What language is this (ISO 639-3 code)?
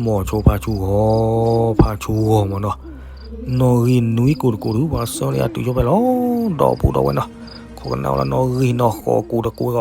ksw